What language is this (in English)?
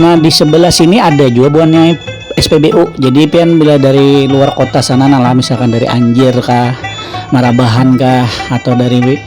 Banjar